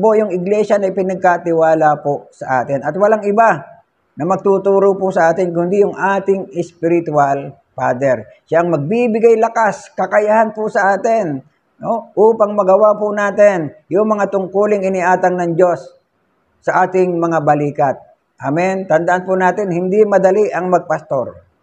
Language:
Filipino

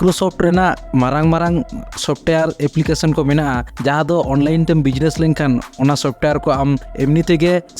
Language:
Santali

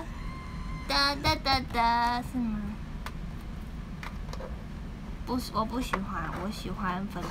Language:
Chinese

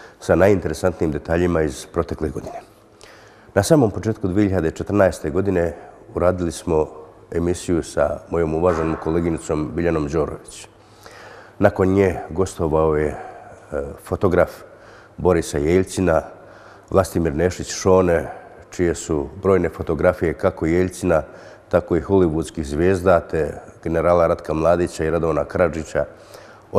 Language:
Serbian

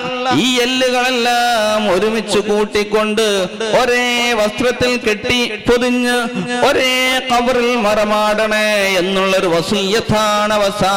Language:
Malayalam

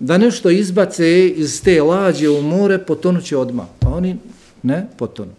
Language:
Bosnian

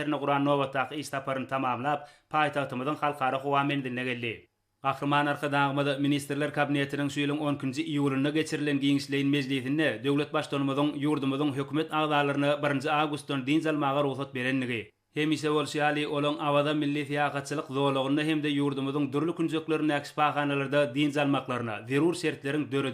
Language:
Turkmen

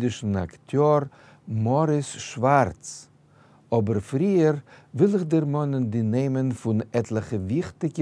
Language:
Yiddish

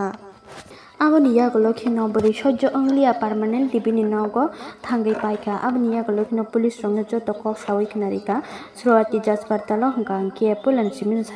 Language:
Kok Borok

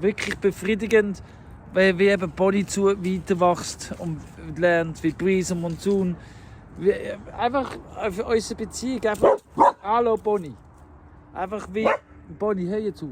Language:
Swiss German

